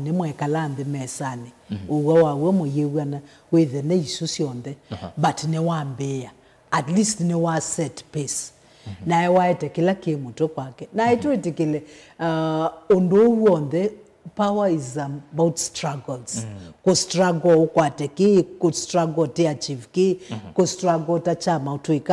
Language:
Kamba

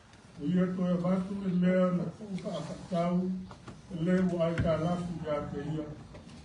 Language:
Samoan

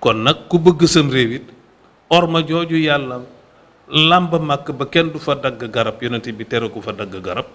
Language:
Wolof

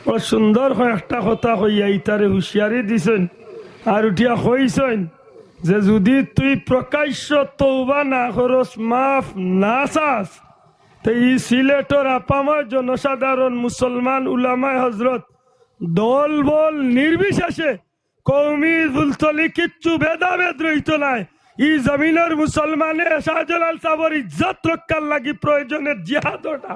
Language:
Sylheti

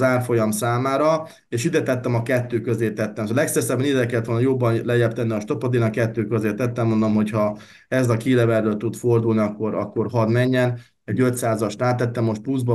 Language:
Hungarian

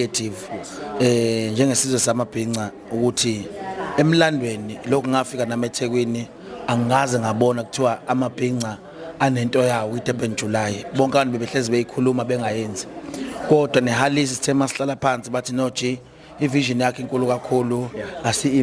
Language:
Zulu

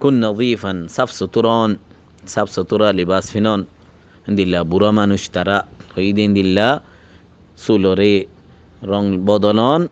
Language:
Rohingya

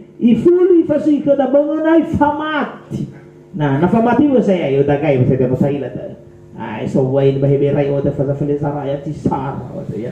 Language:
Nias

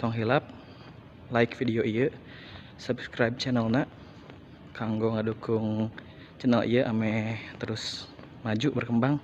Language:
Sundanese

